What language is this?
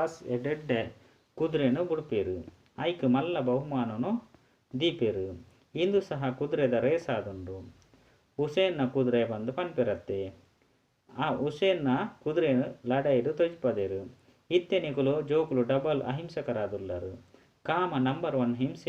Tulu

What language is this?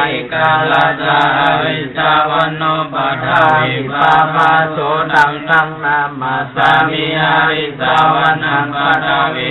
Pali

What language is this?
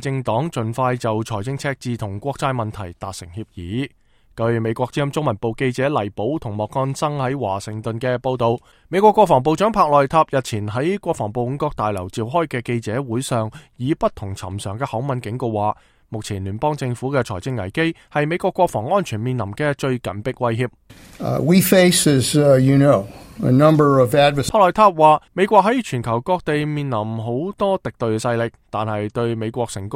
Cantonese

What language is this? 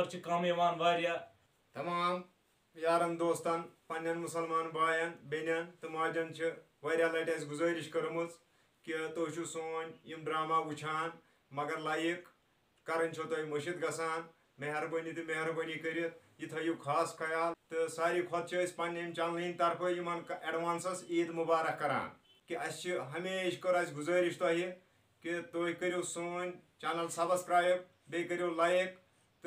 Kashmiri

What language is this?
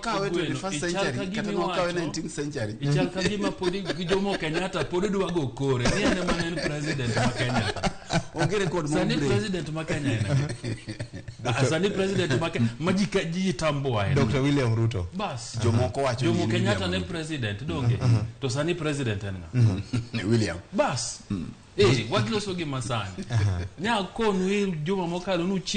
Luo (Kenya and Tanzania)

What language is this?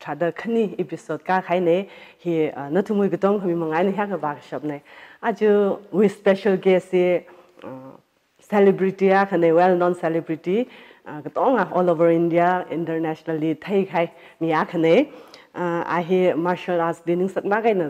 Tangkhul Naga (India)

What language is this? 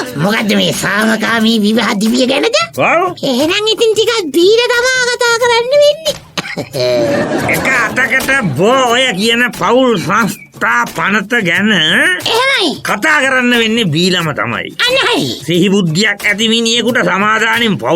Sinhala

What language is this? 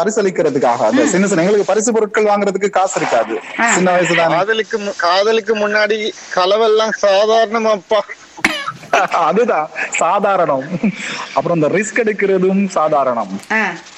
Tamil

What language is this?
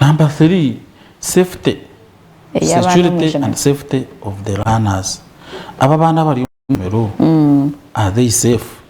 Nyankole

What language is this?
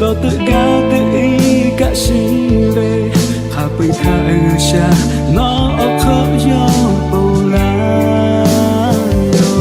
Lahu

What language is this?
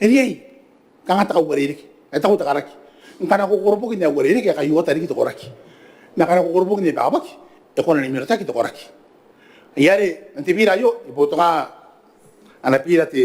Gilbertese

